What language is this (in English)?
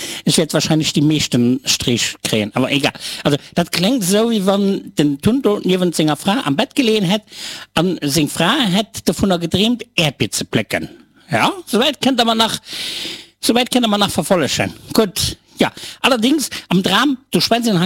Luxembourgish